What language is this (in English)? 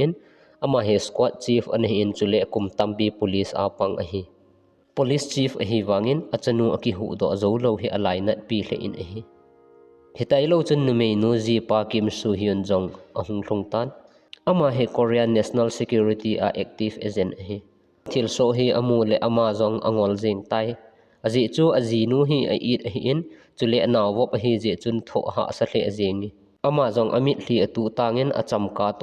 Thado Chin